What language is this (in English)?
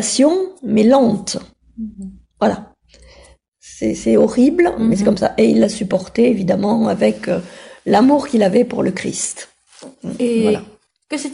French